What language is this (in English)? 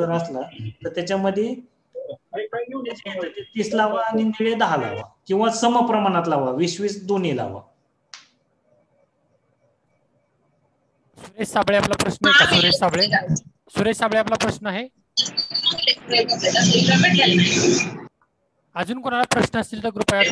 Marathi